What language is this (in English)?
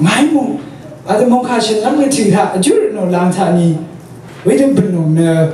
Rawang